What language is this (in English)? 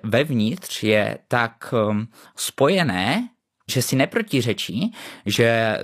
Czech